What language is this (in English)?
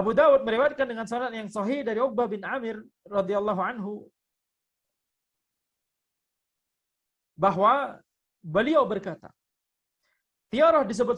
Indonesian